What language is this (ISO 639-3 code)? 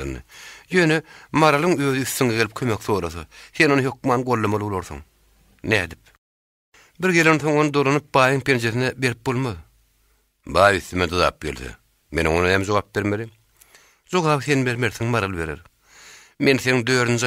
tuk